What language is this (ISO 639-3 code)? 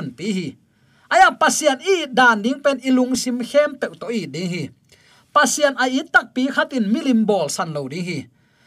ctd